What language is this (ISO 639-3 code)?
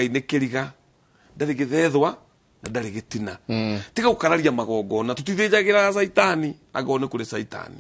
kik